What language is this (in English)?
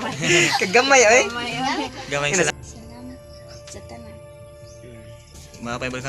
Cebuano